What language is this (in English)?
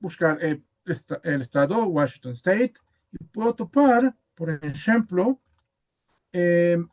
Ladino